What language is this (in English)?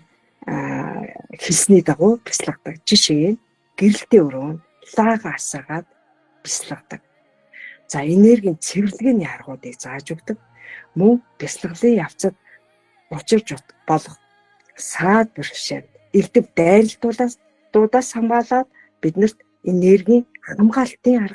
Mongolian